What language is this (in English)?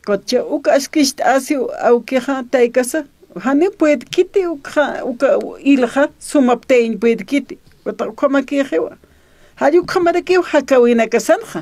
Aymara